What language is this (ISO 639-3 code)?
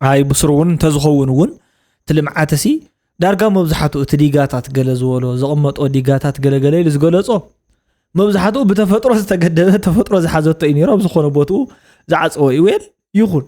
tir